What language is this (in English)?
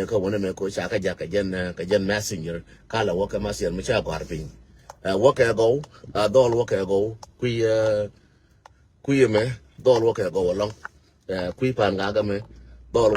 Nuer